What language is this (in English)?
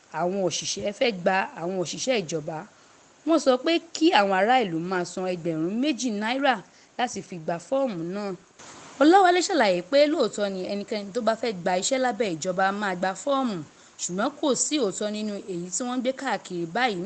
Yoruba